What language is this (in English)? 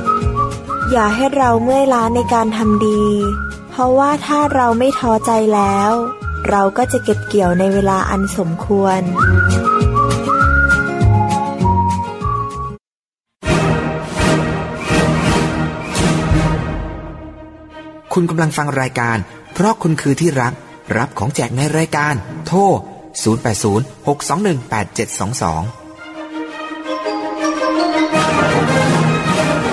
Thai